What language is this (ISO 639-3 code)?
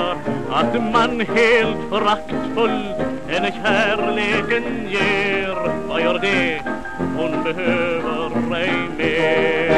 swe